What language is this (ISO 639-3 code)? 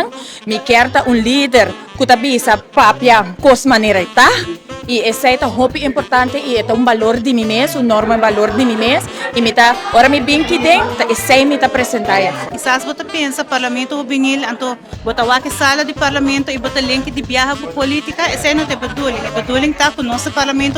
pap